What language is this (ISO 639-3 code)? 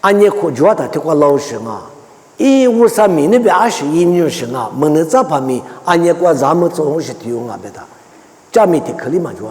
lis